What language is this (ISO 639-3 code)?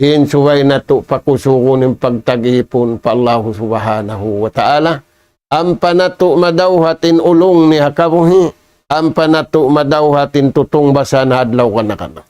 tsg